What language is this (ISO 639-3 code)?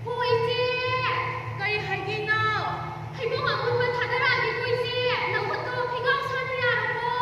mni